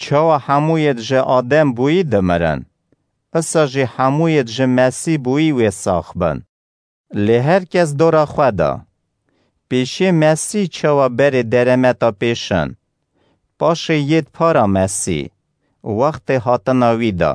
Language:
Kurdish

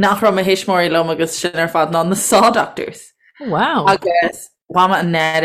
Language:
Irish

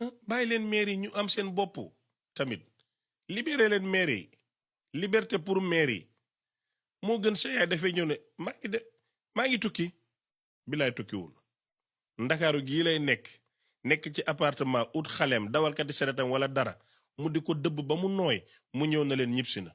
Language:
Wolof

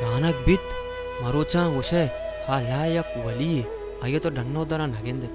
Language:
Baluchi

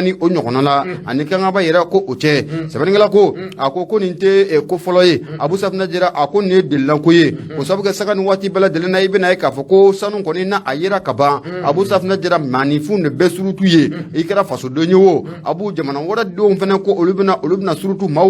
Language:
Bambara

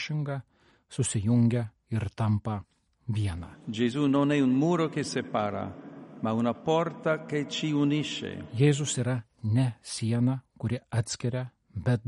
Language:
Lithuanian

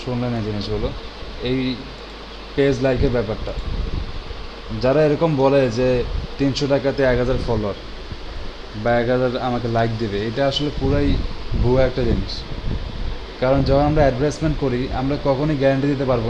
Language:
Bangla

